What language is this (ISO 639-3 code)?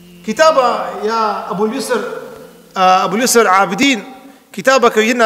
kur